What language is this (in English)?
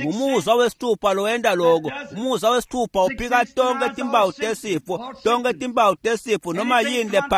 Swati